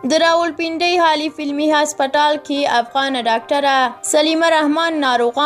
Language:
Pashto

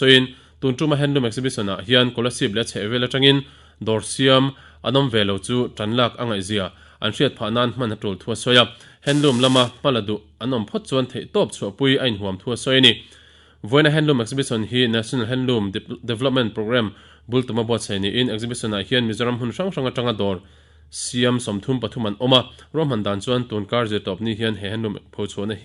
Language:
Mizo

